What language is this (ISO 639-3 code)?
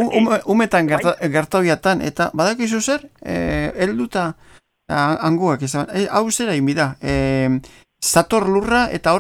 eus